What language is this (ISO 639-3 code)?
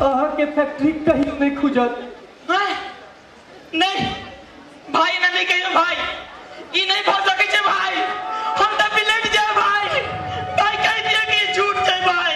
mai